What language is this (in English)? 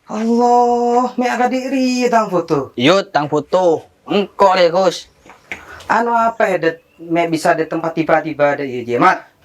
Madurese